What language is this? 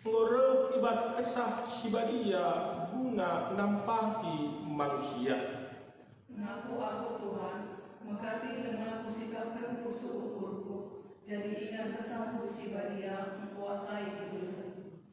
Batak Karo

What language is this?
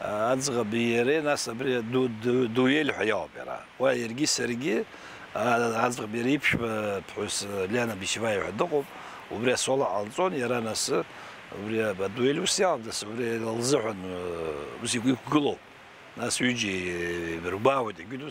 Abkhazian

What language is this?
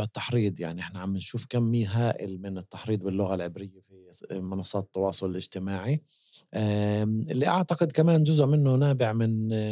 North Levantine Arabic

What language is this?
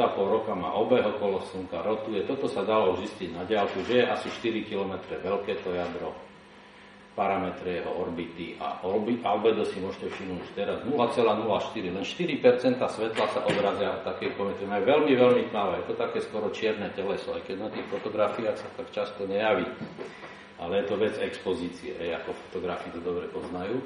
Slovak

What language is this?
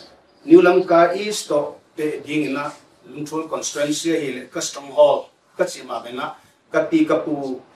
Paite Chin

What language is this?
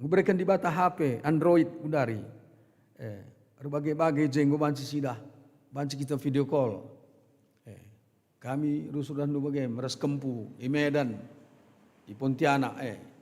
Batak Karo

